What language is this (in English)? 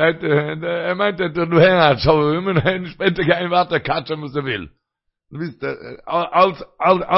Yiddish